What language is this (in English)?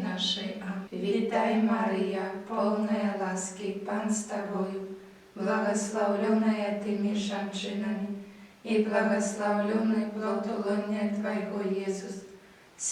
Belarusian